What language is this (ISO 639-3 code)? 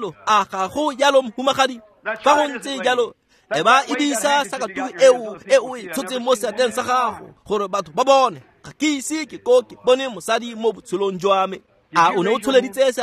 tsn